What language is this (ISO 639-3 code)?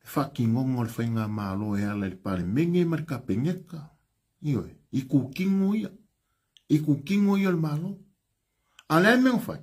smo